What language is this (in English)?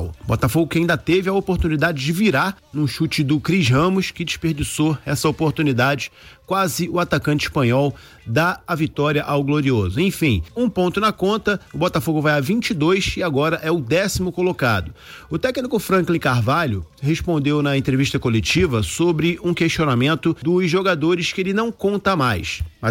Portuguese